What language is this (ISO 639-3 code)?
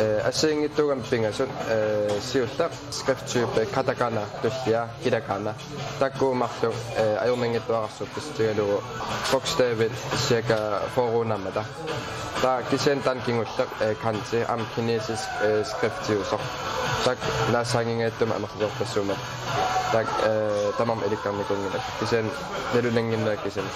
kal